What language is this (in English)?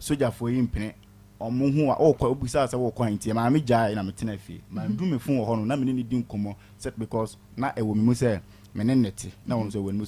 Akan